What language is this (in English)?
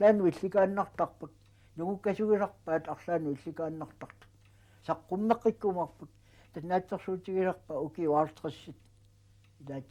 Kalaallisut